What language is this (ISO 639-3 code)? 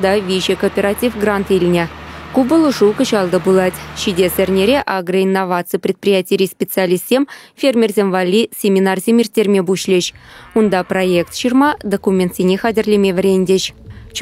chv